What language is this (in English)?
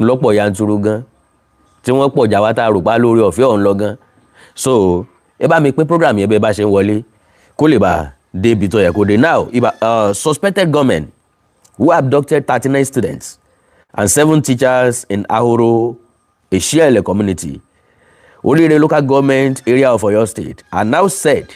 Yoruba